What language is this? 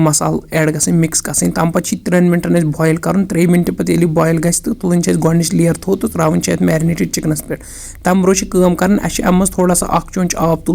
Kashmiri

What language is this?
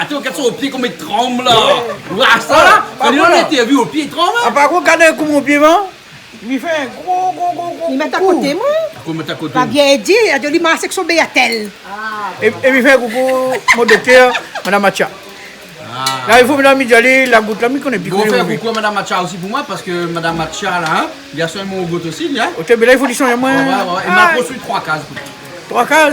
Réunion Creole French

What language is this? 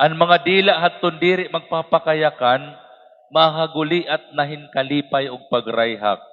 Waray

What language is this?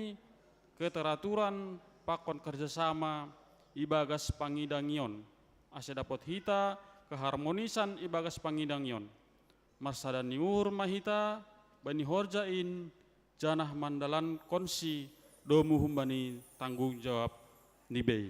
Batak Simalungun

